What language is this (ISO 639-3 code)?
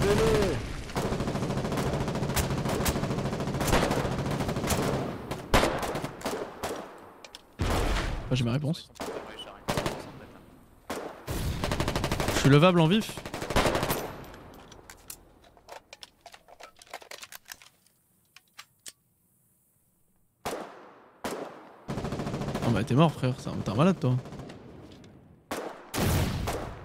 fra